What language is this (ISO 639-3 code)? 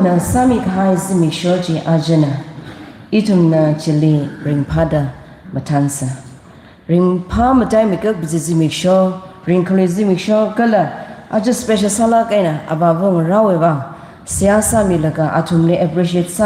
nmf